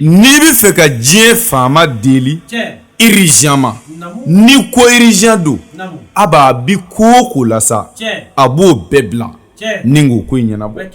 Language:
Bambara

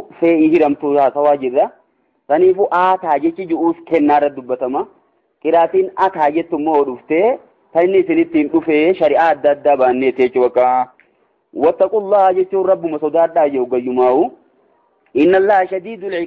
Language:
Oromo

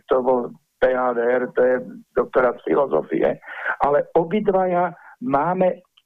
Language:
Slovak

